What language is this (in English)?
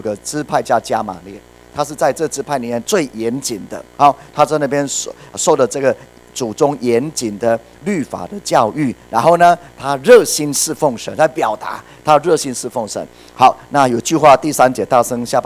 Chinese